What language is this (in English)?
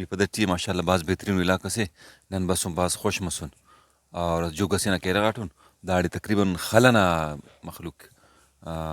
Brahui